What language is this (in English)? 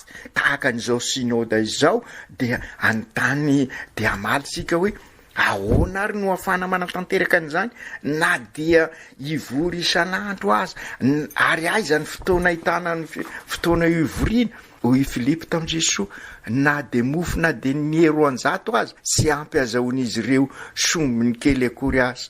Malagasy